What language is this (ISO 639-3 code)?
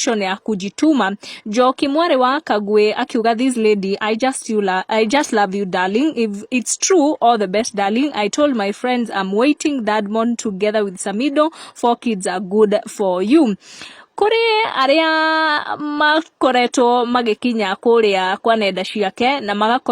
kik